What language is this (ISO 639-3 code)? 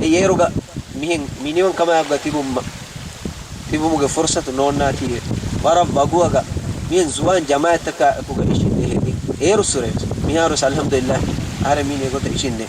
div